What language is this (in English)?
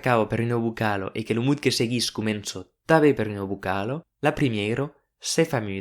Occitan